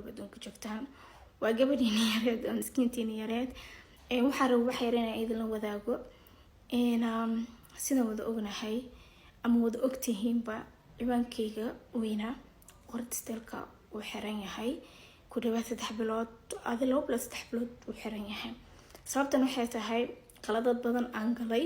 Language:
Somali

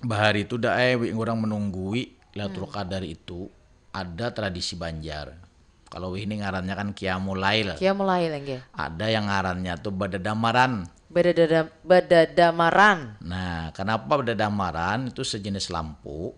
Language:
Banjar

